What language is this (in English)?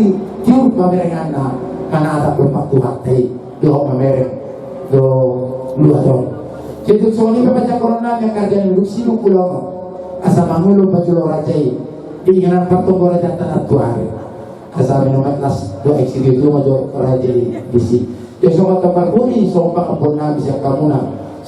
Batak Toba